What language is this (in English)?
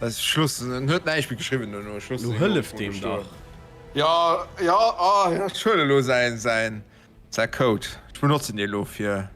Luxembourgish